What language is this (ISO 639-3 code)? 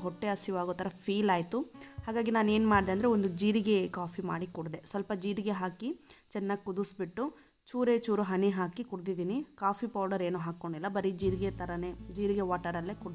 kan